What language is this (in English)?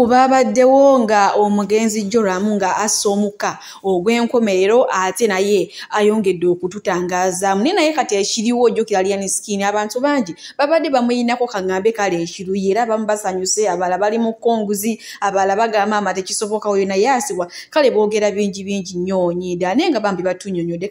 Ganda